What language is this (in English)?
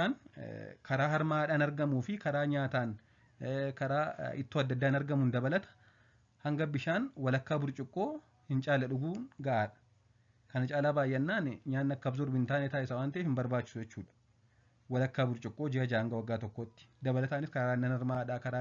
Oromo